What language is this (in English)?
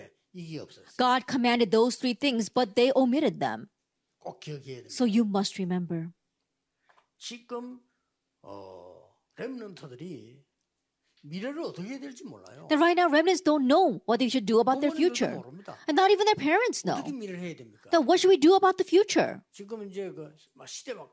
Korean